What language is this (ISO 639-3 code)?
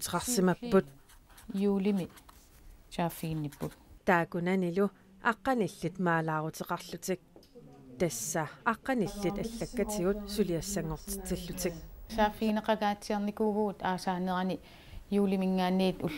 kal